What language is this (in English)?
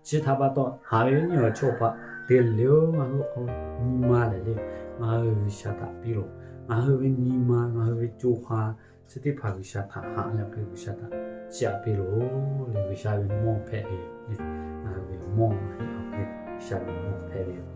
Lahu